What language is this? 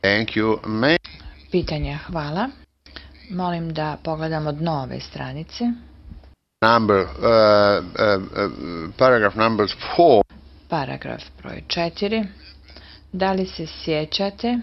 Croatian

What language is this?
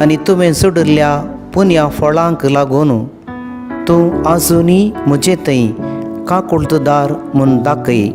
Konkani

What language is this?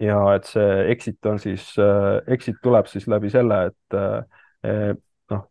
Estonian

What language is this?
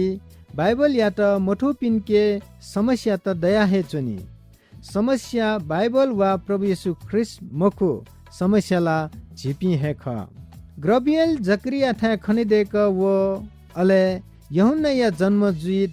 Newari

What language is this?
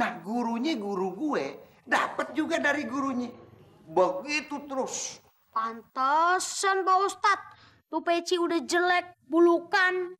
Betawi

